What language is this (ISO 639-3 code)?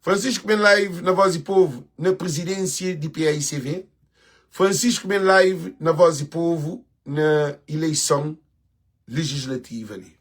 kea